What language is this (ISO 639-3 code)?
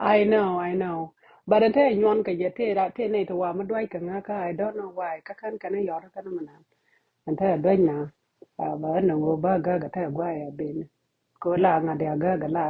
nus